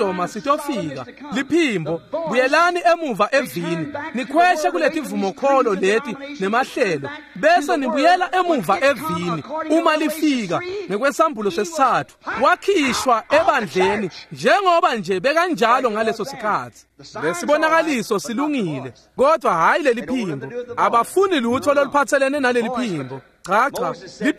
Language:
Swati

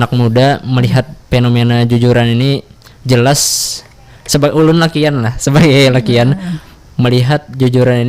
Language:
Banjar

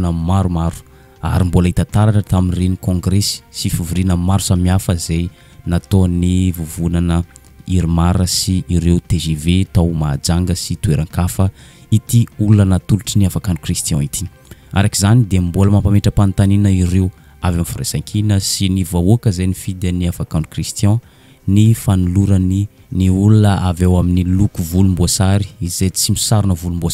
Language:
Malagasy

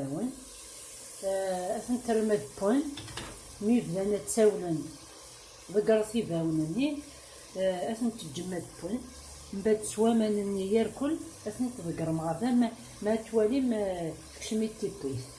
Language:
Kabyle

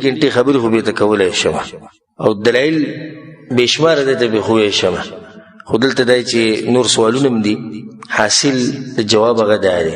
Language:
Pashto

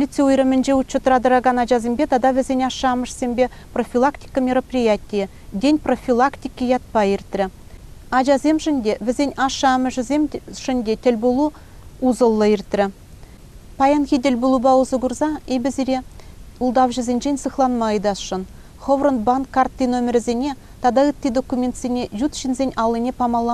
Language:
Chuvash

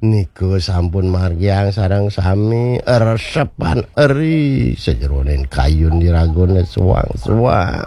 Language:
Balinese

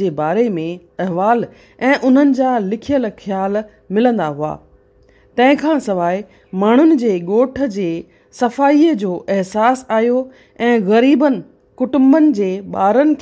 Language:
Sindhi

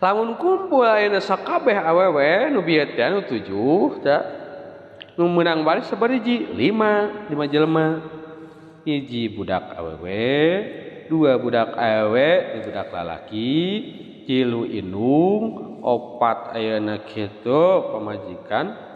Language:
Sundanese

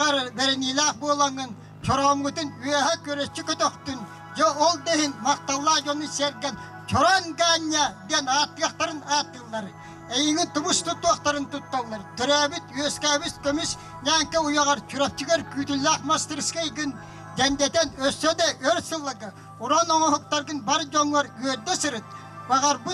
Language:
Yakut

